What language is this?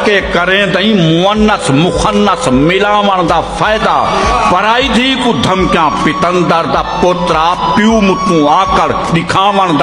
Saraiki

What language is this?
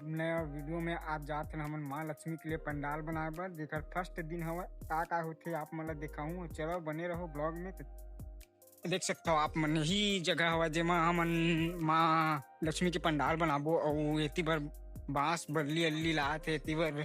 Chhattisgarhi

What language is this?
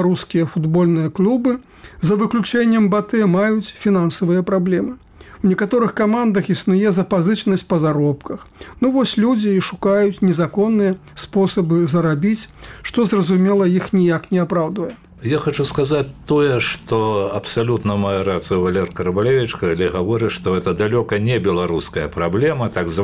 Belarusian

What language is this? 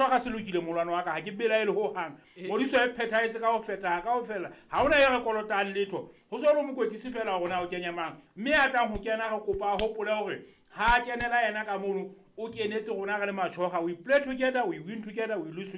Southern Sotho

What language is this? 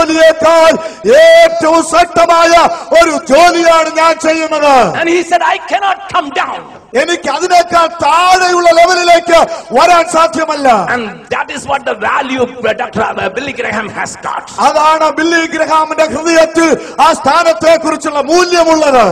Malayalam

